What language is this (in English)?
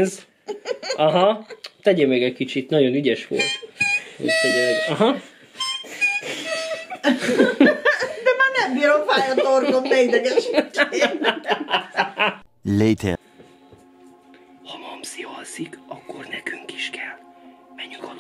Hungarian